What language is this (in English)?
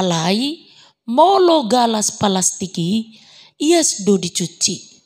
Batak Toba